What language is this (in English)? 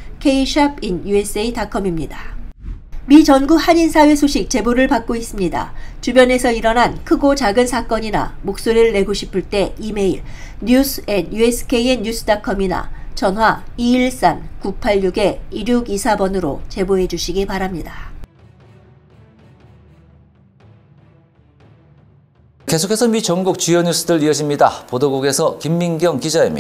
Korean